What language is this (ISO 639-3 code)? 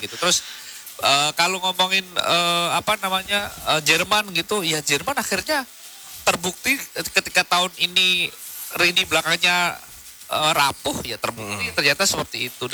ind